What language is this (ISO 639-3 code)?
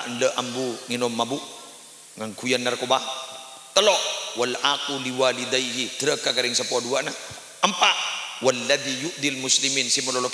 mad